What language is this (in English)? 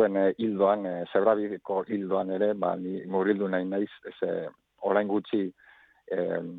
Basque